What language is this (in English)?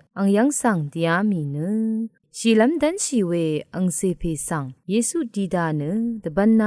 Rawang